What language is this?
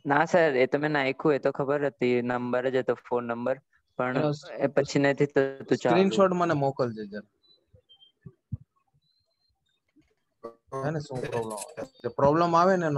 Gujarati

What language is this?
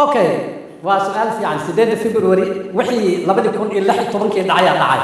Somali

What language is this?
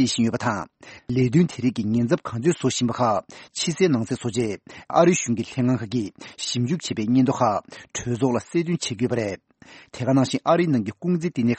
Tibetan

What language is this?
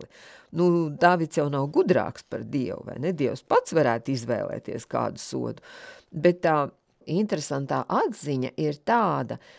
Latvian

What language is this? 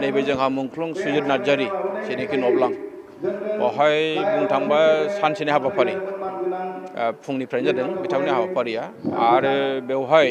Bodo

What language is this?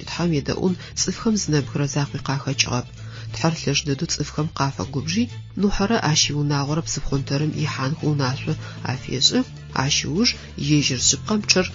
Adyghe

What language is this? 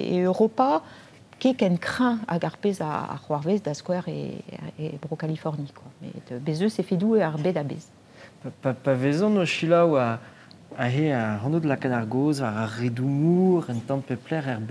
Breton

